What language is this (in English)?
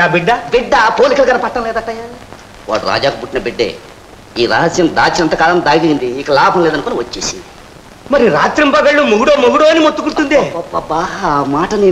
Telugu